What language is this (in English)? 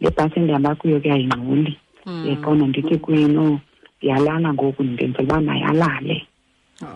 Xhosa